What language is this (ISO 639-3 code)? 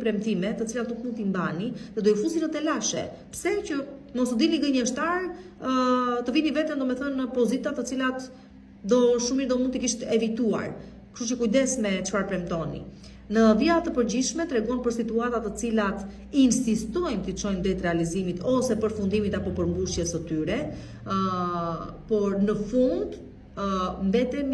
sqi